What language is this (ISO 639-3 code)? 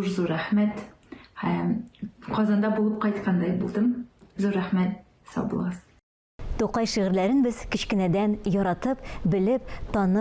tat